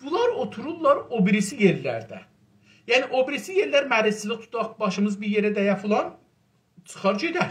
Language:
South Azerbaijani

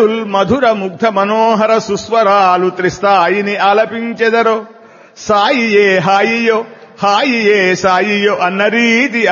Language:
Telugu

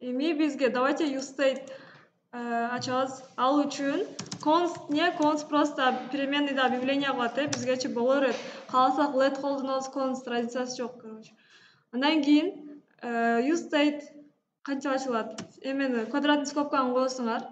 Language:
Kyrgyz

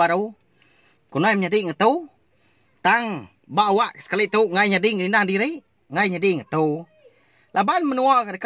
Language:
Iban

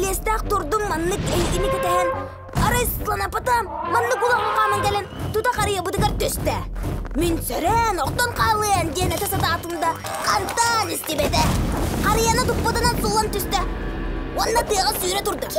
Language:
Yakut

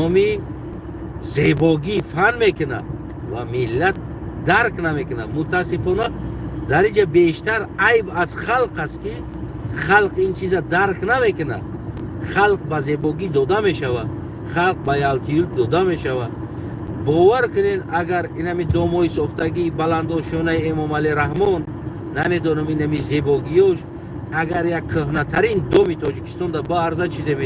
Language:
Tajik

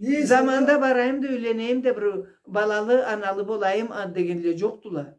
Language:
Karachay-Balkar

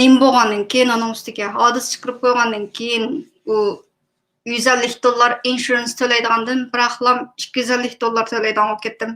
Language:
Uyghur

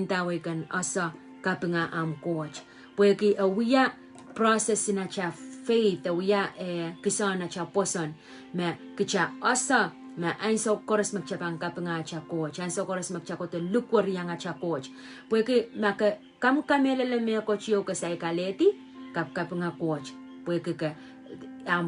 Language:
Pohnpeian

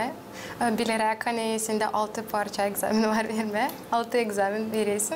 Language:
Gagauz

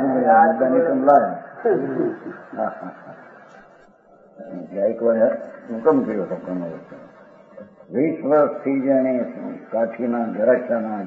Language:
Gujarati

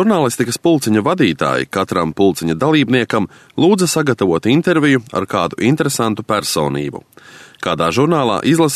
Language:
Latvian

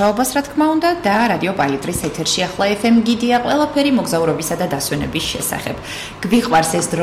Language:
Georgian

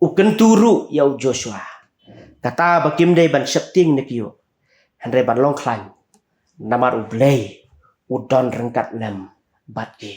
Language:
Khasi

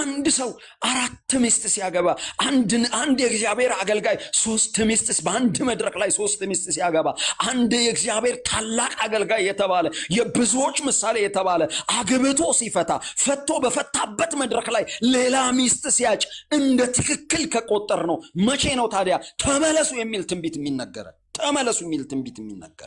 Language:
Amharic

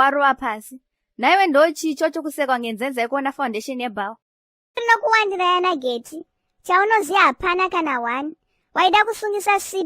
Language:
Shona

